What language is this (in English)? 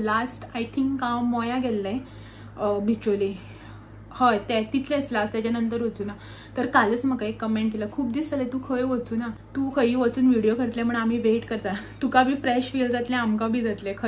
Konkani